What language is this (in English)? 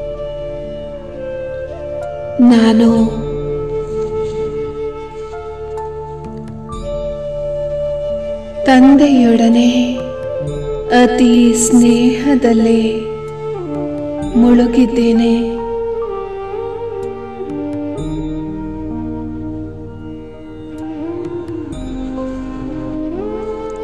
Kannada